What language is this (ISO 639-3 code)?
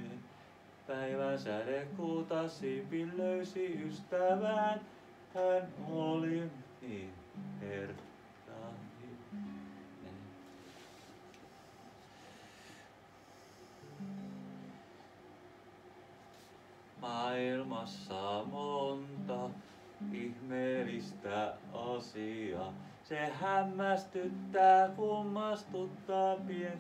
fin